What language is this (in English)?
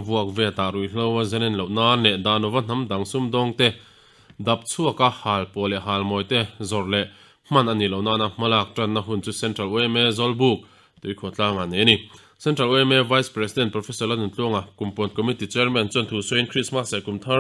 Mizo